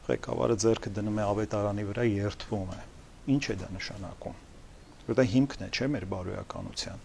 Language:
Armenian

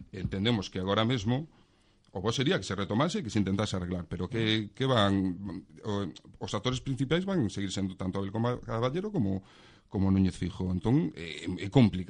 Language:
Galician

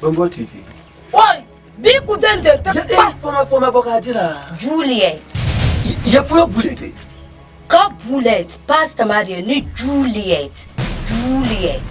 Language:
Dagbani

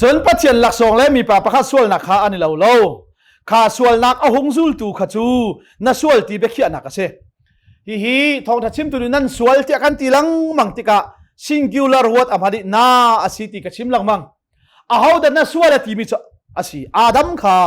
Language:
Hakha Chin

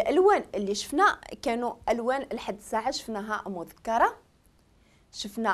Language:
Moroccan Arabic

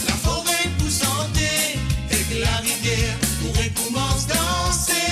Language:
Morisyen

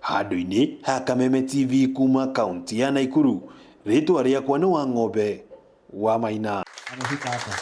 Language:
Kikuyu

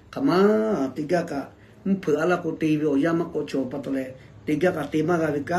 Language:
Lahu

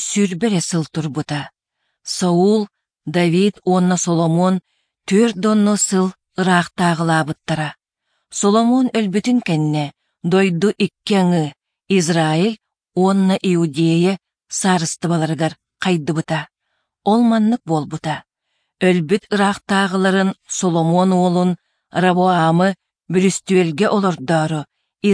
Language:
Yakut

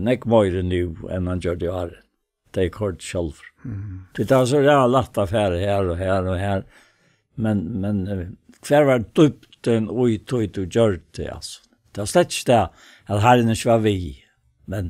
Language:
Faroese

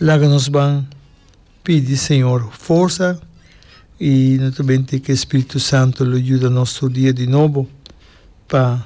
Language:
Papiamento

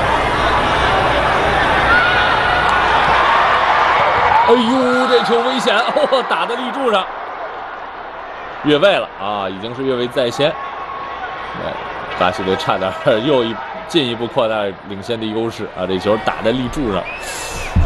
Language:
Chinese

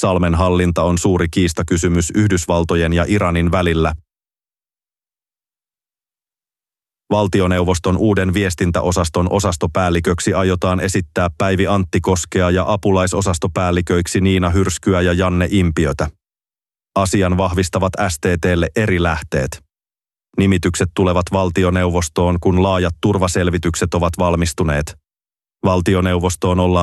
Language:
Finnish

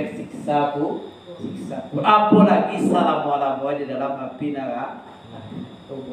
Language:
Minangkabau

